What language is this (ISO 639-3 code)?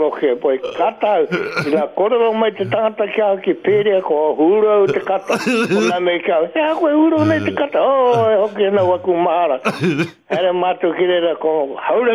mri